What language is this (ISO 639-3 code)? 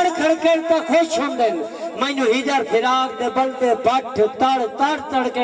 skr